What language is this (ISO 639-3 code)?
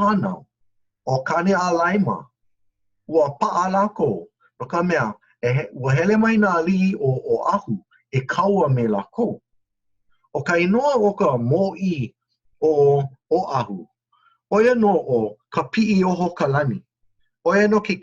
haw